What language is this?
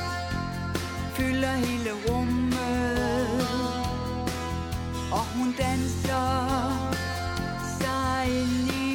Danish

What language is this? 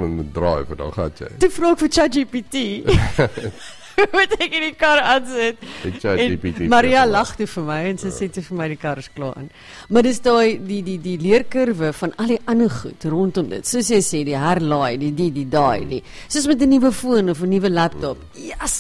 Afrikaans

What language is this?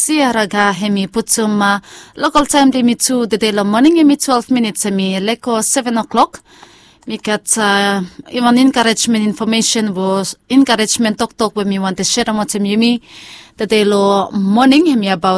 Bislama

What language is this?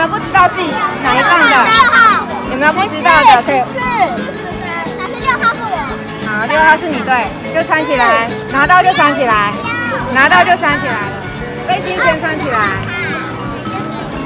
Chinese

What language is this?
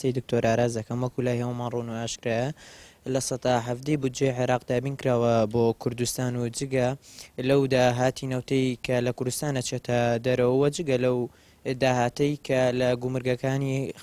Central Kurdish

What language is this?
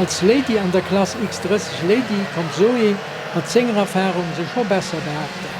Luxembourgish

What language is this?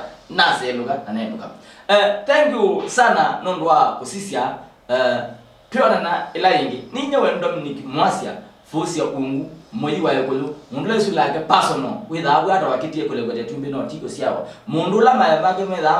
Kamba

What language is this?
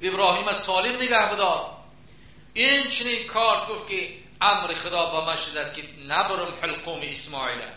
Tajik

